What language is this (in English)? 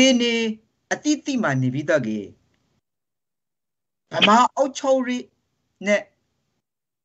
Burmese